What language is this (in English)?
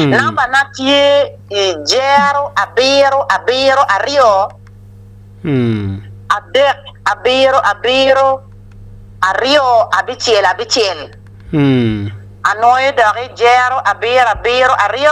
Acoli